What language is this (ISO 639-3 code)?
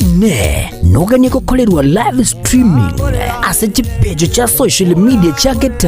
guz